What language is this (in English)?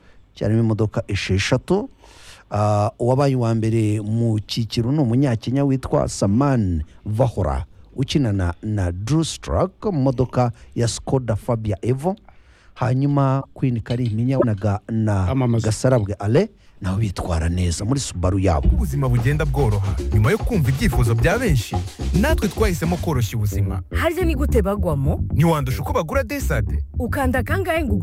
Kinyarwanda